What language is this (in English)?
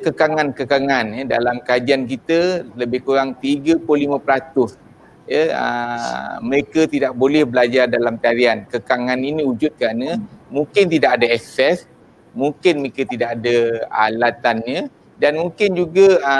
Malay